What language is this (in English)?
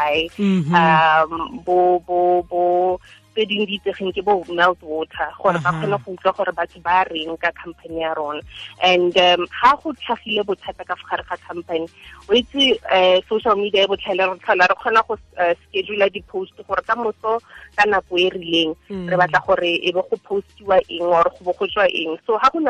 Tswana